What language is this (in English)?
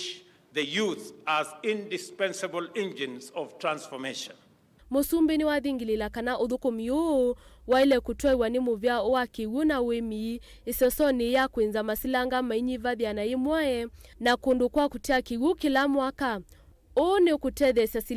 Kamba